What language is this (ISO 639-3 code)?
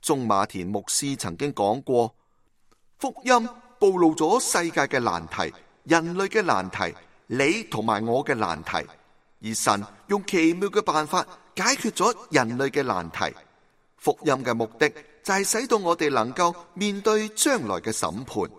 yue